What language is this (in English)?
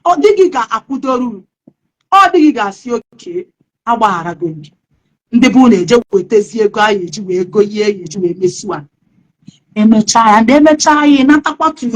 Igbo